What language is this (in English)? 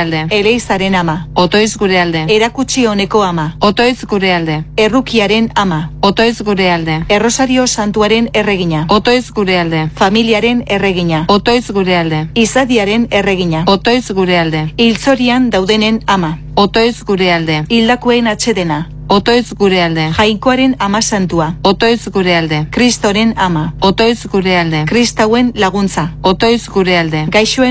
Basque